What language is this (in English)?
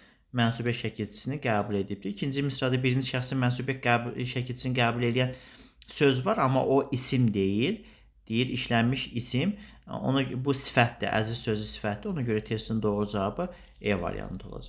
Azerbaijani